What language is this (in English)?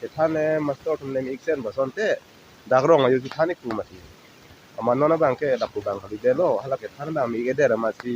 Karbi